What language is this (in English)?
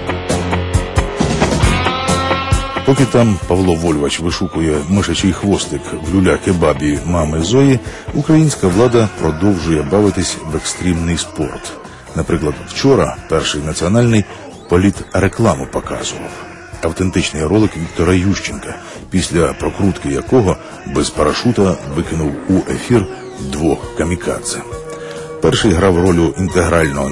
Ukrainian